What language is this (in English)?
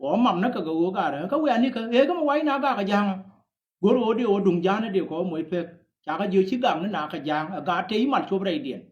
Nuer